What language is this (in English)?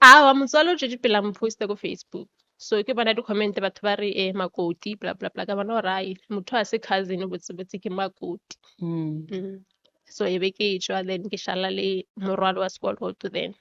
Northern Sotho